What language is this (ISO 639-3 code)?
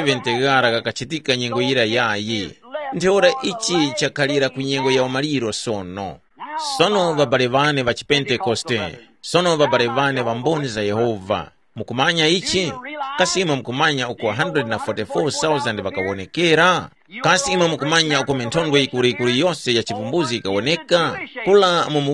tum